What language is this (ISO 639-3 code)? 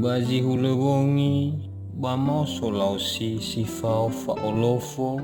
nia